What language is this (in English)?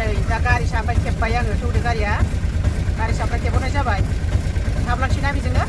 Bodo